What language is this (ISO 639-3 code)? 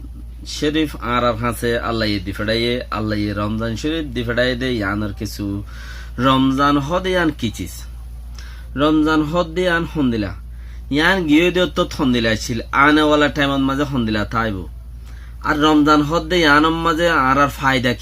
rhg